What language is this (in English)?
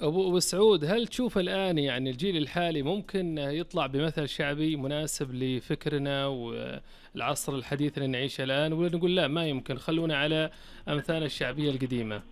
Najdi Arabic